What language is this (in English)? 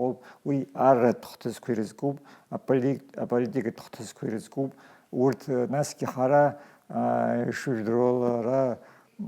Abkhazian